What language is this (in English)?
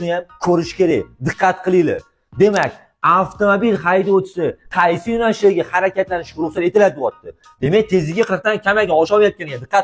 Uzbek